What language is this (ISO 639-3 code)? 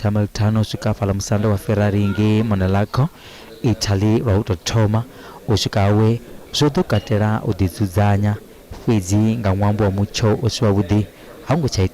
ven